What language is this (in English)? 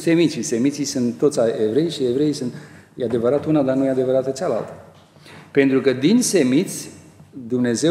Romanian